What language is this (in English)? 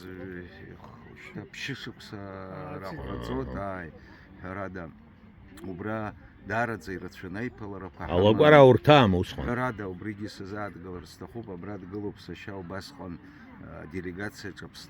Abkhazian